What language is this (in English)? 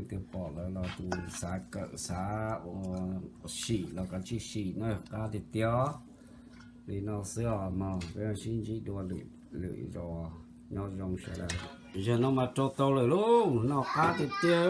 Hmong